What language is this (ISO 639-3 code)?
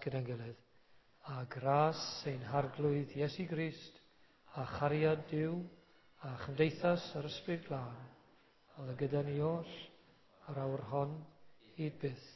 cym